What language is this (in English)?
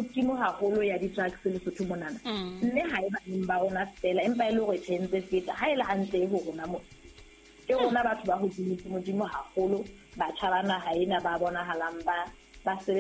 Southern Sotho